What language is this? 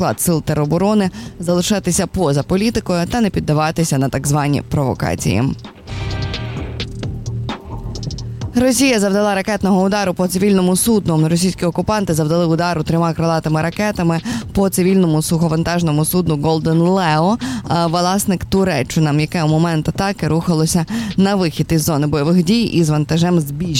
Ukrainian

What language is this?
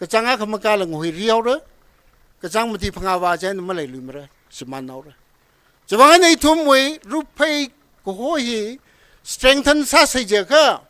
Tangkhul Naga (India)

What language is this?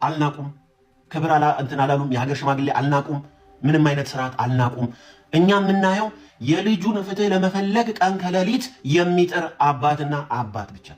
Amharic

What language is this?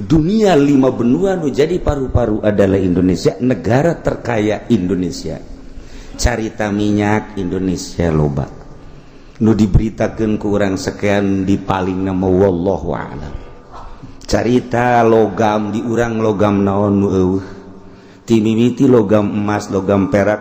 Sundanese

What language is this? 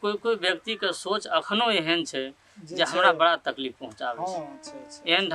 Maithili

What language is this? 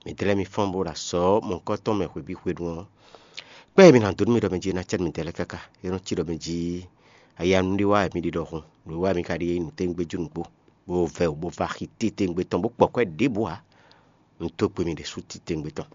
Fon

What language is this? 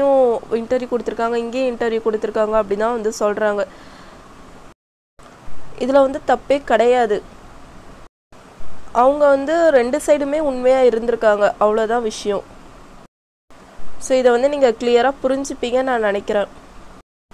Tamil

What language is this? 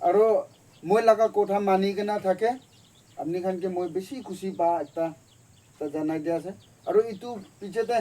Naga Pidgin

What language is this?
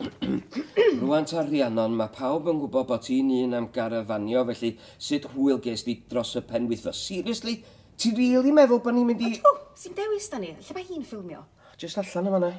Welsh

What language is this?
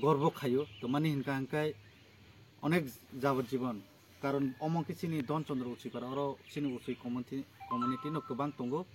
Kok Borok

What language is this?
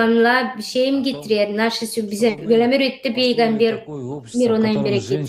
Gagauz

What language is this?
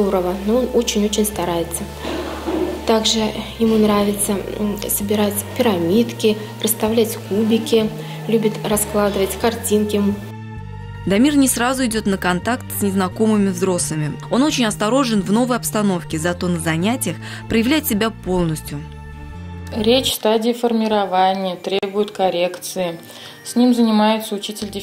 Russian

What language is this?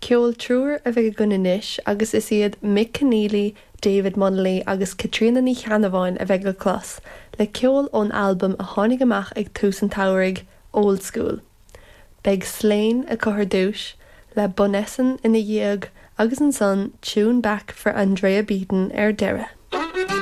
Irish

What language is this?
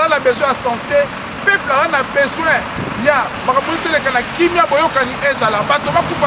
Lingala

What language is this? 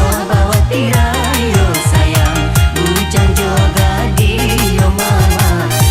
Minangkabau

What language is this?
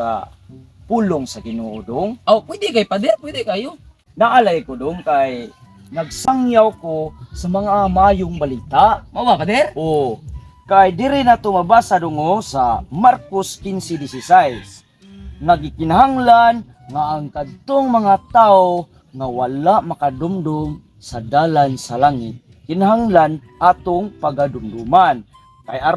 Cebuano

